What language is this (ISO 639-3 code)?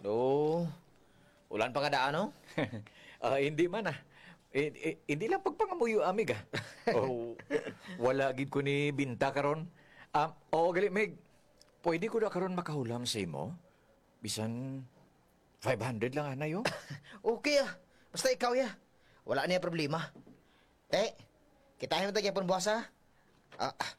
hil